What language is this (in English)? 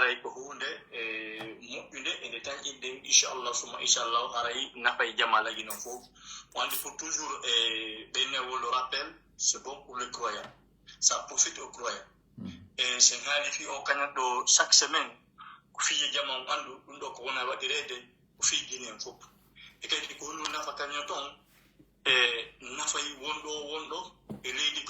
Pular